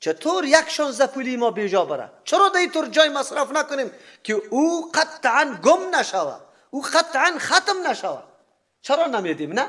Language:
Persian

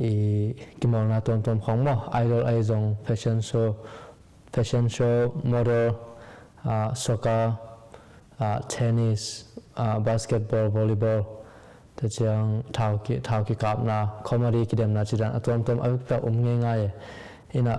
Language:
Tedim Chin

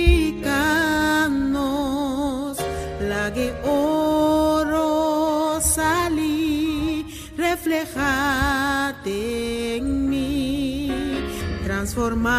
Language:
Papiamento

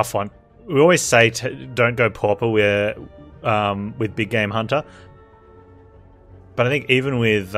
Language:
English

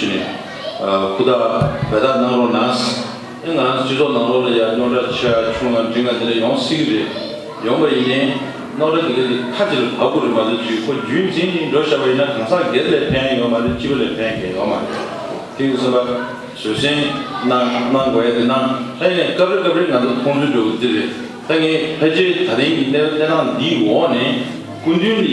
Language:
Tibetan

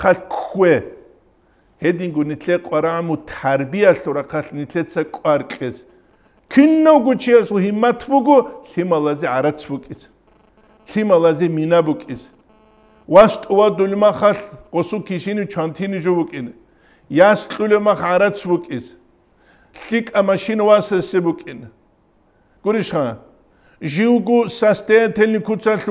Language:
Avaric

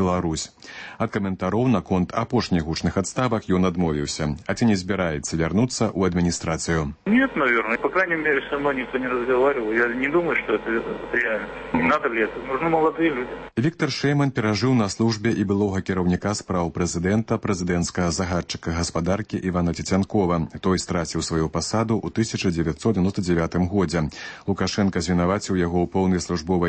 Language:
Belarusian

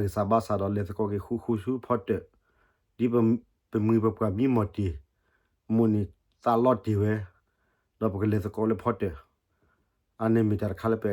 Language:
S'gaw Karen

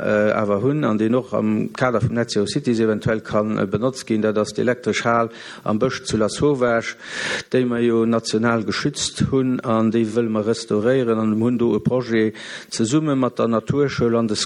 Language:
Luxembourgish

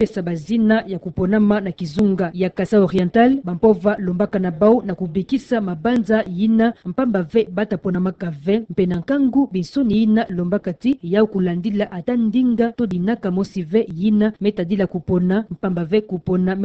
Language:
Kituba (Democratic Republic of Congo)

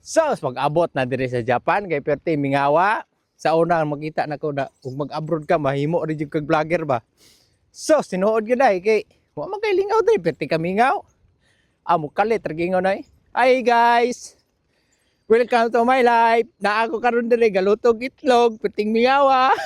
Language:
Cebuano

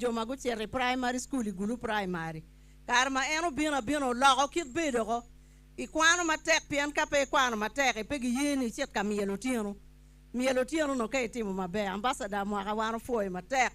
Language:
Acoli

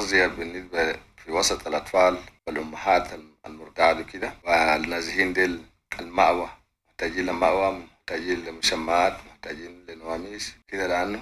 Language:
Sudanese Arabic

